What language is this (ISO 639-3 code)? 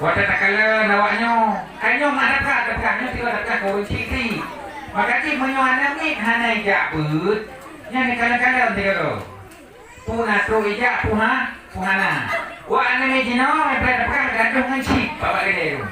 ace